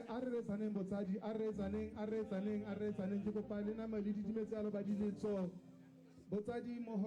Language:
Tswana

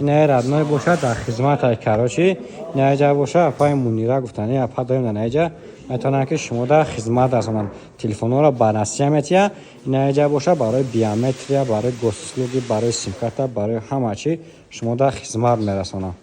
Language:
Tajik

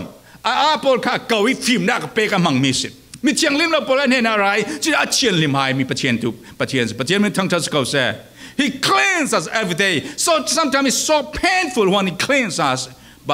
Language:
Falam Chin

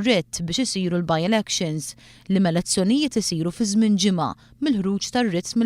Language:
Maltese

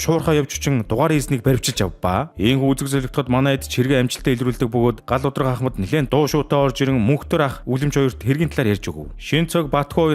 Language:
Mongolian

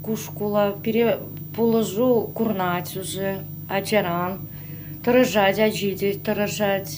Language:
Chuvash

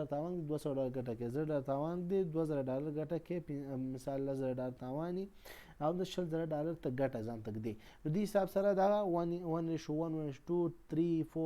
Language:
Pashto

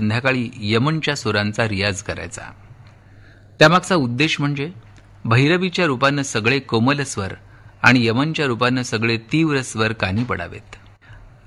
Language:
Marathi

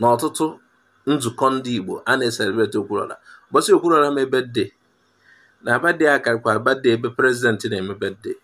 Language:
Igbo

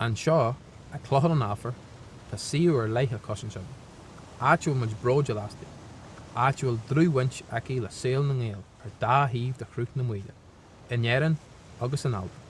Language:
Irish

